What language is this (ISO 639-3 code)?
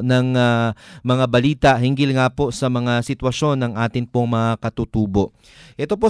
fil